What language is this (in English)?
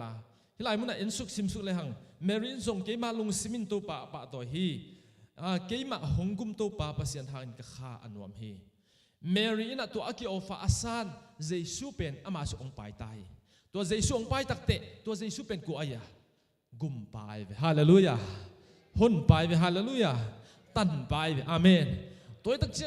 Tedim Chin